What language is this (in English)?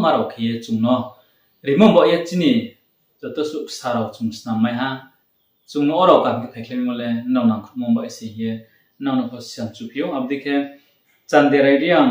Riang (India)